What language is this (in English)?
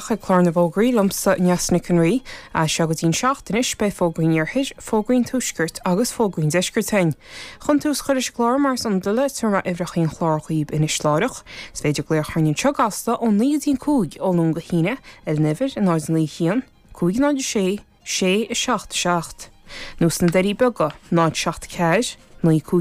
Irish